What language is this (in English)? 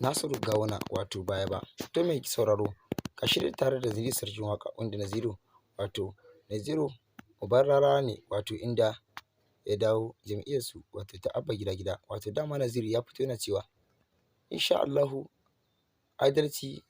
Hausa